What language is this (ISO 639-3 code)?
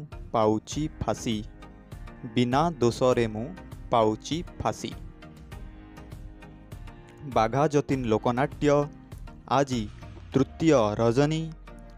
ori